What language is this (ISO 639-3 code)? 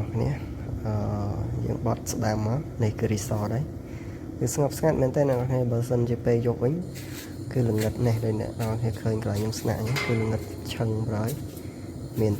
khm